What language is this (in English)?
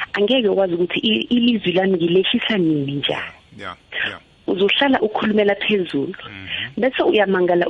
South Ndebele